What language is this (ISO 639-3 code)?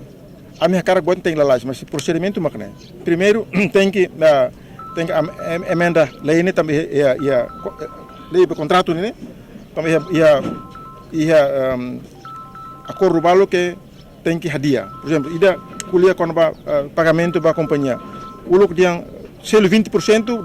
tet